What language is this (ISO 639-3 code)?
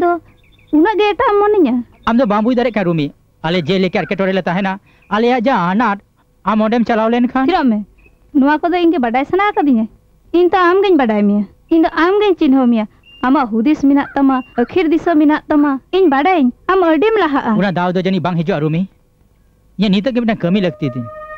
sat